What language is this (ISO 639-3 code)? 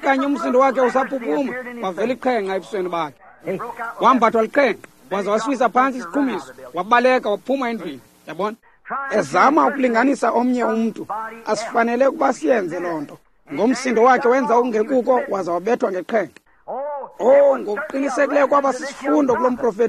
xho